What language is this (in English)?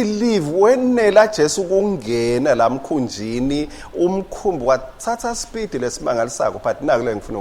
Swati